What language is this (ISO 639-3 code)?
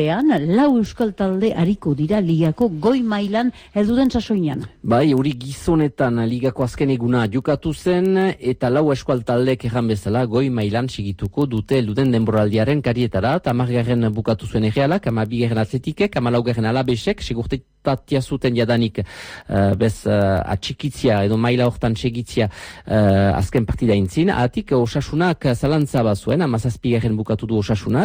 eus